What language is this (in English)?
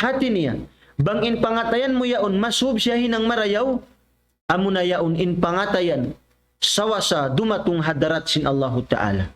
Tausug